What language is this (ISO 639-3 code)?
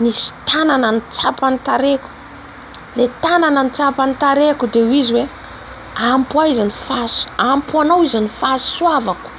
mlg